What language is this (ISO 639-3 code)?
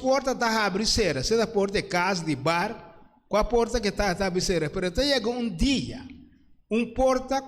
pap